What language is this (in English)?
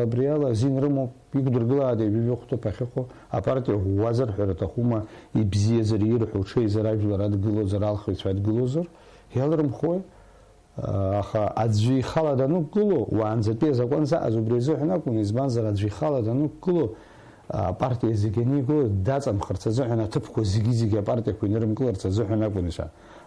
Abkhazian